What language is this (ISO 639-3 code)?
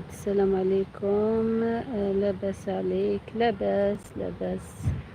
arq